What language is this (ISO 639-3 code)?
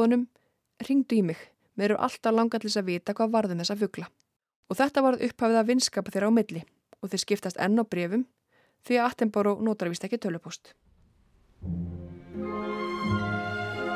isl